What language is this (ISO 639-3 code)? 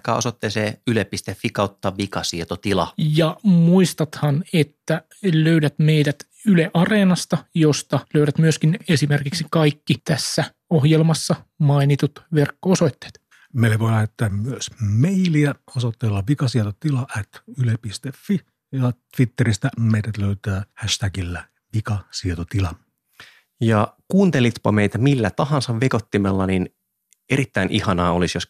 fin